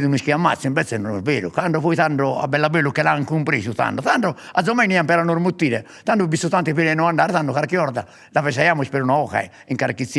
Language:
Sardinian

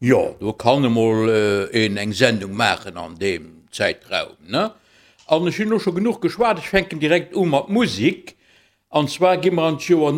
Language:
Luxembourgish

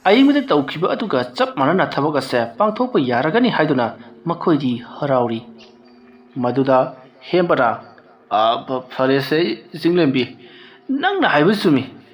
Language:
Manipuri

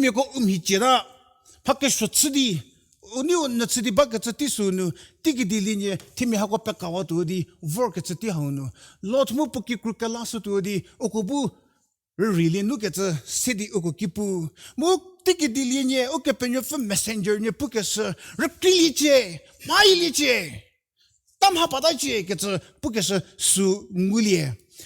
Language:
Angami Naga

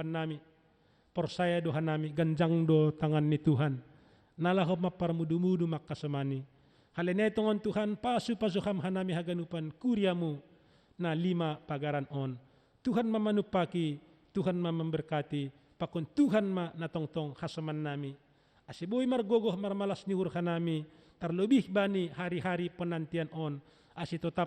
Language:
Batak Simalungun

